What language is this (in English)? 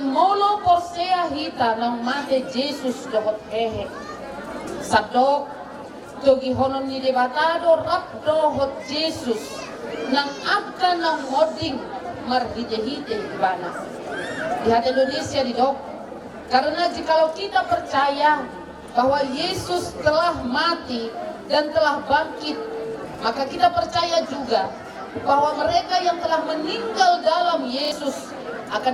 Batak Toba